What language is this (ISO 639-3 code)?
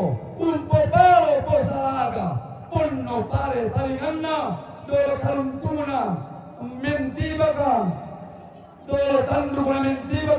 sda